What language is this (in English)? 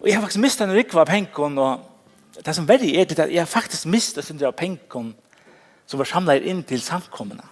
Faroese